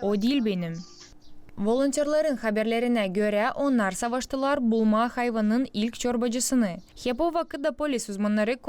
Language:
Gagauz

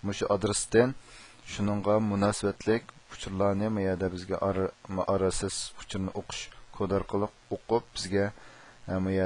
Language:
Uyghur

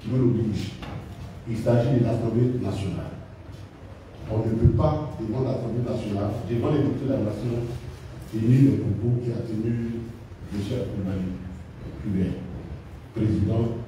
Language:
French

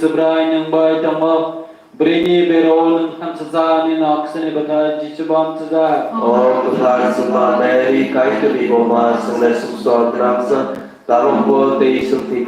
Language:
Kok Borok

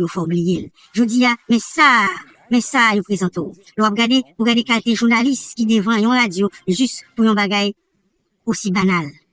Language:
Haitian Creole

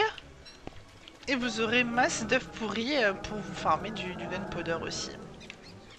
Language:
French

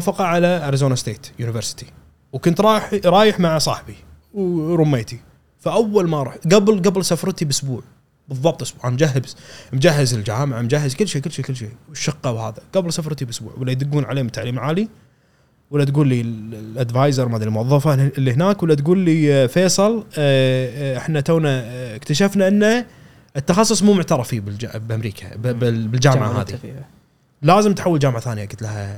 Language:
Gulf Arabic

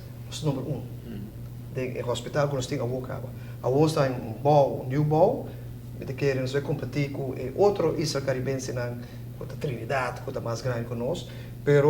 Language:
Papiamento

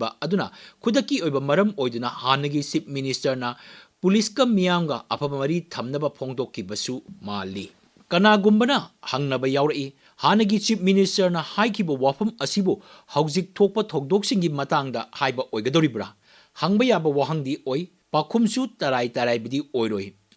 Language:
Manipuri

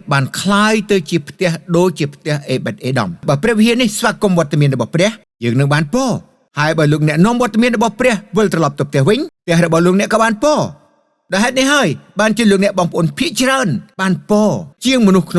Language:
Khmer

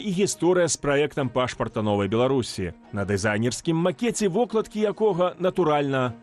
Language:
Belarusian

